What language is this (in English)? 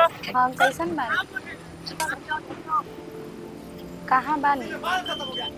Bhojpuri